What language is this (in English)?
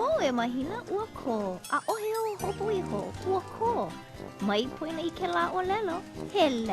Hawaiian